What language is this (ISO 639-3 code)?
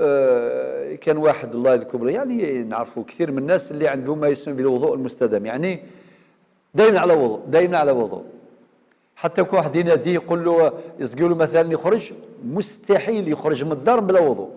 arq